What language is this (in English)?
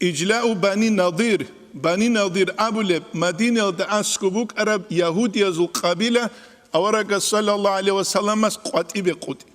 Avaric